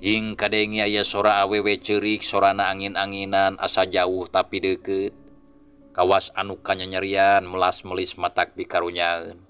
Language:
Sundanese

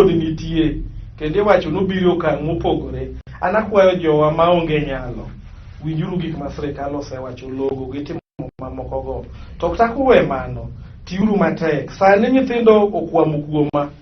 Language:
Luo (Kenya and Tanzania)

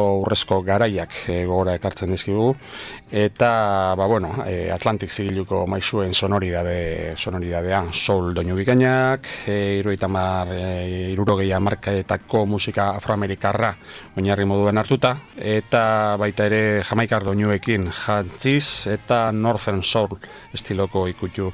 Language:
Basque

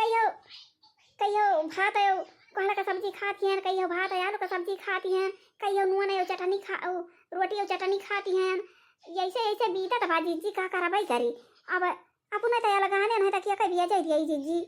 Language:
Awadhi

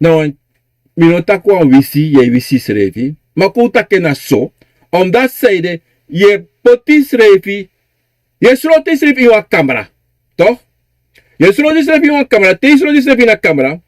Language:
Sranan Tongo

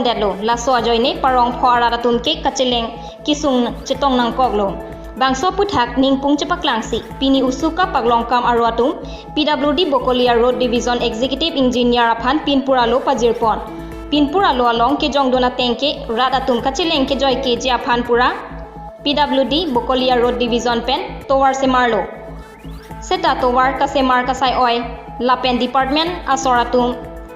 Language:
Karbi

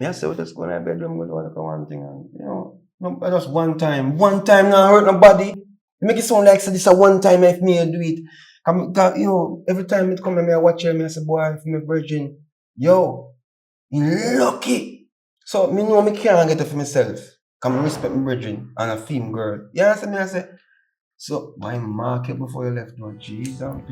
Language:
Jamaican Creole English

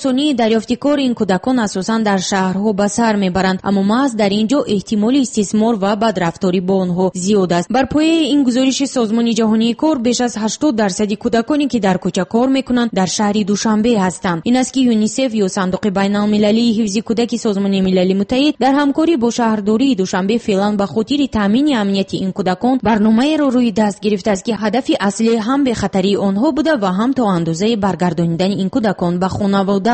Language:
Tajik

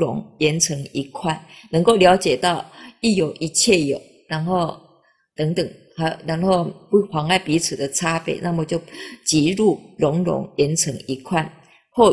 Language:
Chinese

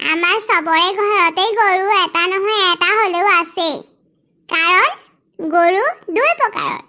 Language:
Assamese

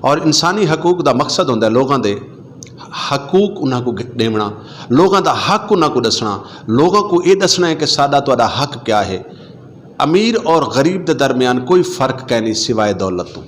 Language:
Western Panjabi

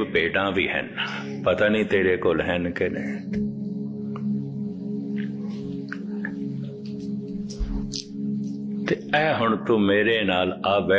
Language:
Punjabi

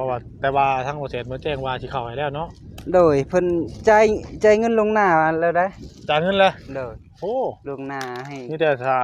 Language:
Northeastern Thai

